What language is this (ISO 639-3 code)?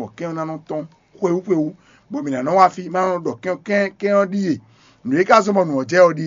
fon